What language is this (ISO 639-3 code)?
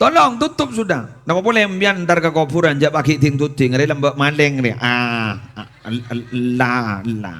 mad